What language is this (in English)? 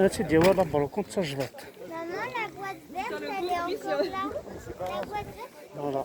Kabyle